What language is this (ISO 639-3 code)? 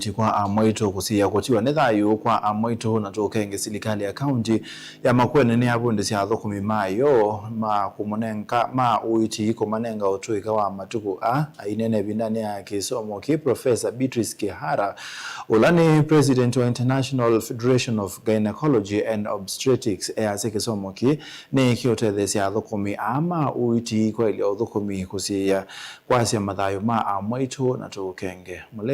kam